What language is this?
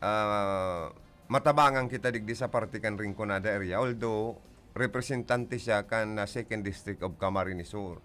Bikol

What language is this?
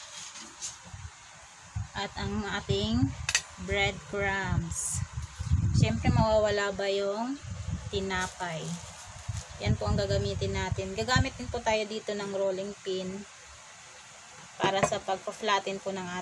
Filipino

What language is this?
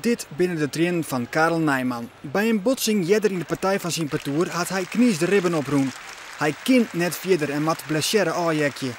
Western Frisian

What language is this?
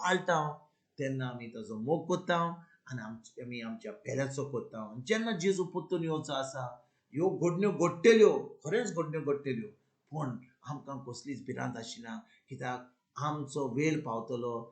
Konkani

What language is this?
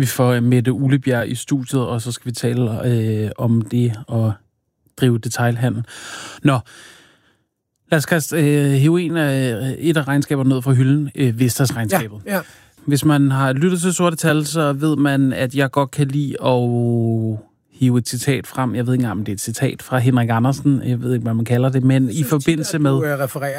Danish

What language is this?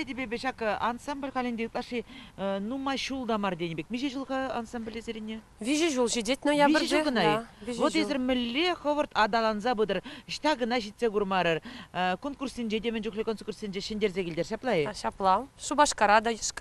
Chuvash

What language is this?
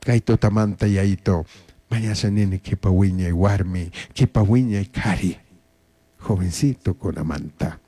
Chimborazo Highland Quichua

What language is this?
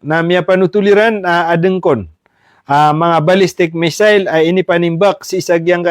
Maranao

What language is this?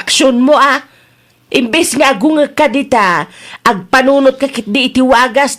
Iloko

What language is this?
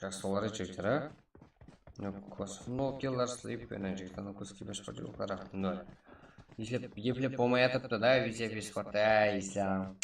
Kara-Kalpak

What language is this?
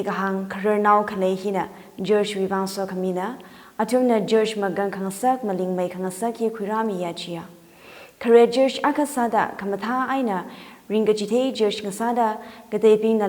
Tangkhul Naga (India)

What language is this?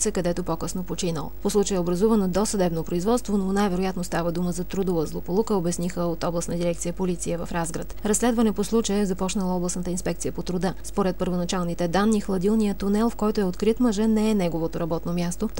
Bulgarian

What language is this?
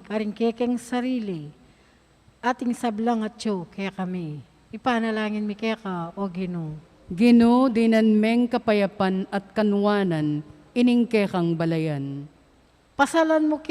Pampanga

